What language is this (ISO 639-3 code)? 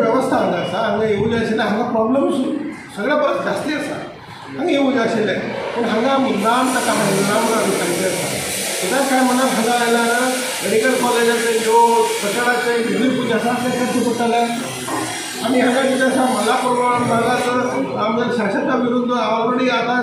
kok